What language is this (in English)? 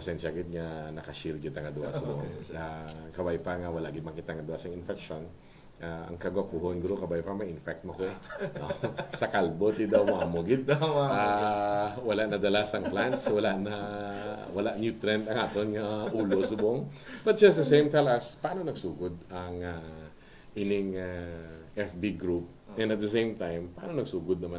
Hiligaynon